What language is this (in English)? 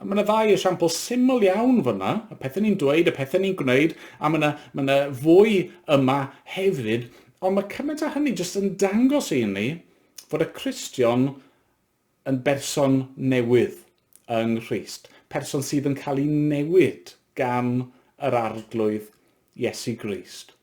Welsh